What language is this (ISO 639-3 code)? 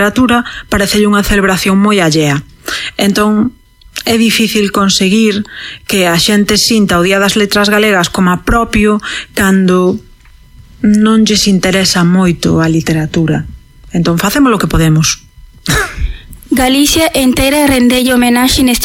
glg